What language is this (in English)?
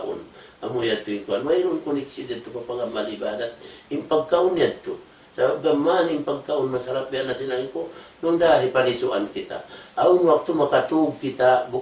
Tausug